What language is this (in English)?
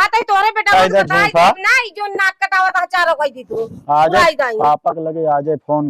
Awadhi